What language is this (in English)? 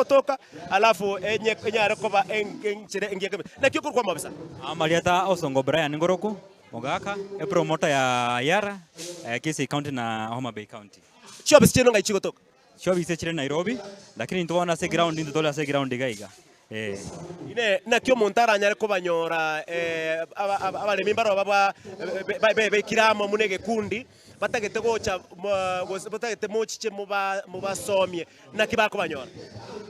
Gusii